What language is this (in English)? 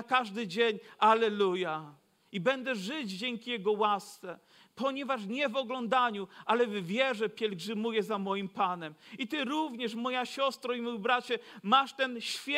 Polish